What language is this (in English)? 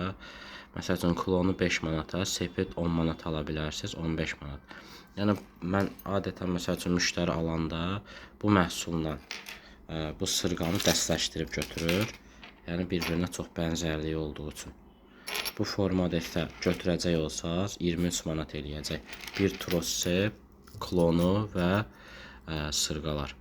Azerbaijani